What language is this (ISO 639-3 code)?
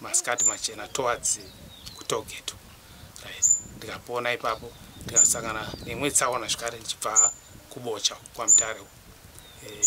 sna